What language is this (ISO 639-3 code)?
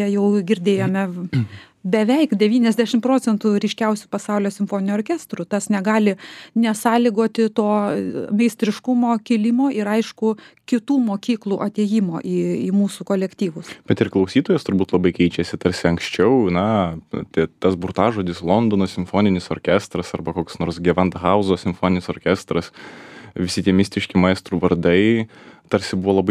lit